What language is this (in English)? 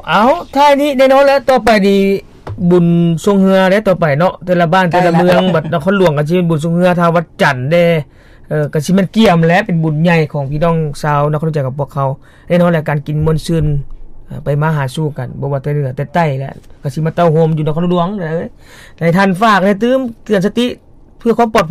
Lao